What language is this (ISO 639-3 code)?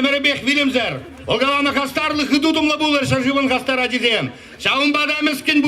chv